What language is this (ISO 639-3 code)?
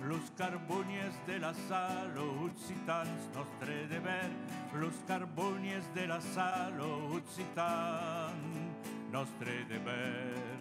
oci